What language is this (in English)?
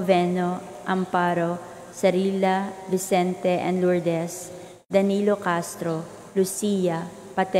Cebuano